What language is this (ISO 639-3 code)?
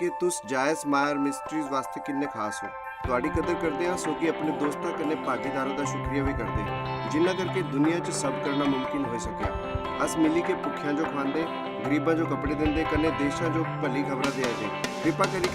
doi